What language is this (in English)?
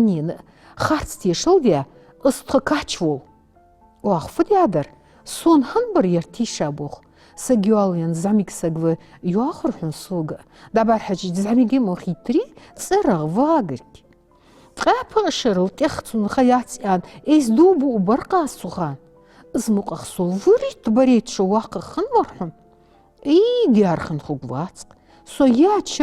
Ingush